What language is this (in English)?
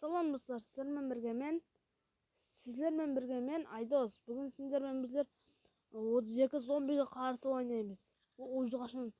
Kara-Kalpak